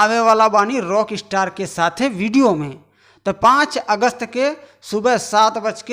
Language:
Bhojpuri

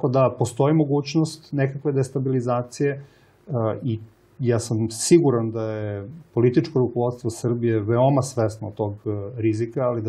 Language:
Serbian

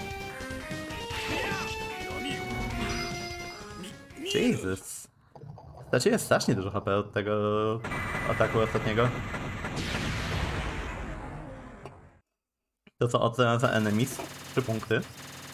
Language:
Polish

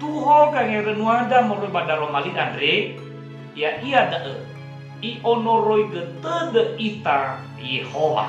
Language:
Nias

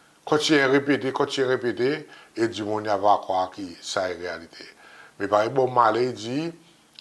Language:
Seselwa Creole French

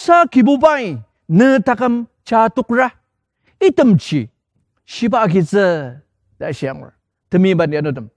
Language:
Ao Naga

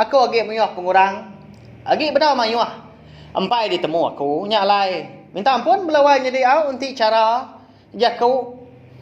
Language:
Iban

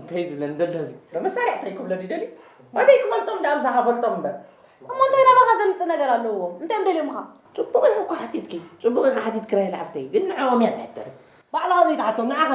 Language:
Tigrinya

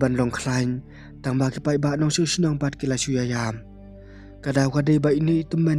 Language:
Khasi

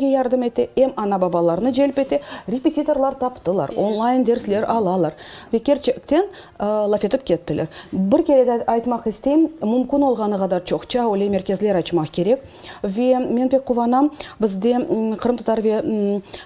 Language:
Crimean Tatar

